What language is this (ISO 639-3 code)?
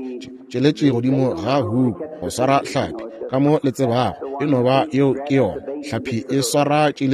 nso